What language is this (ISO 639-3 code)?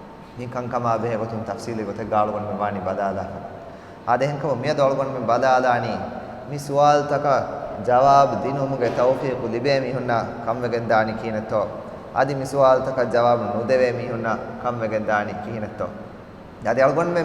div